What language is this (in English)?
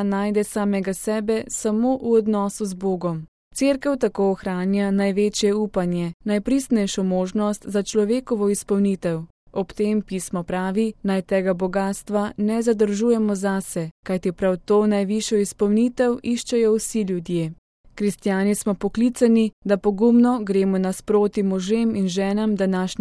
Slovenian